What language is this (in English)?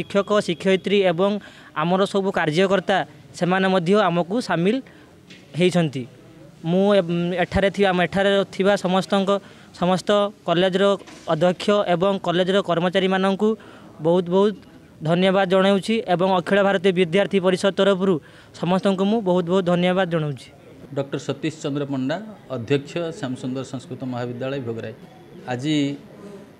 Odia